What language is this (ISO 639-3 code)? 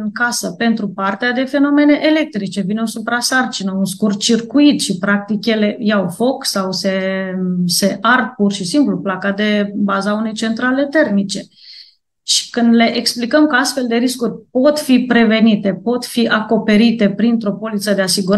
ron